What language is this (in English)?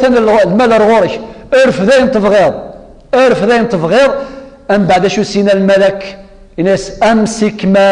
Kabyle